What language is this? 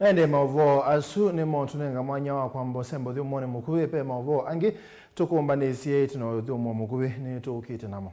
Kamba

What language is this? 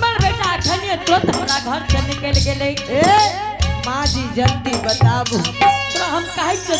Angika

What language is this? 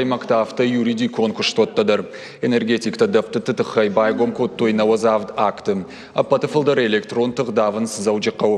Ossetic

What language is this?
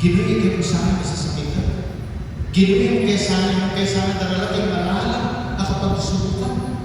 Pampanga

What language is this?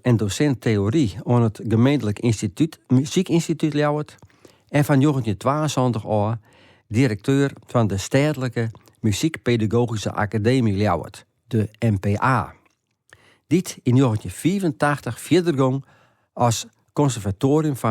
Western Frisian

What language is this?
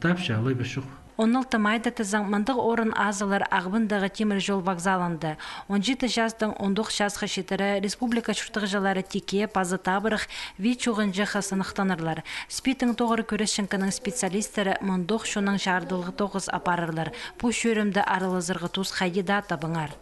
Khakas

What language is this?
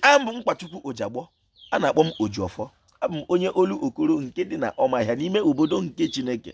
Igbo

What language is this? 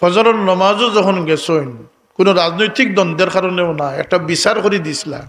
Sylheti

